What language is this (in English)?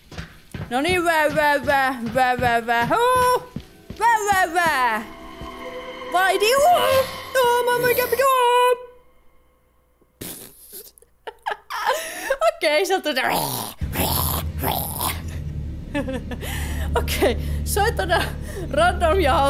Finnish